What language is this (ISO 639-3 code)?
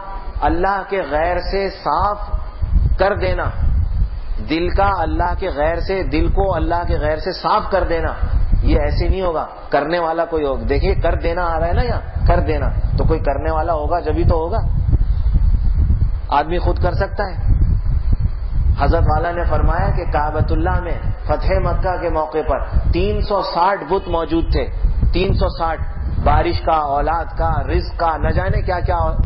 urd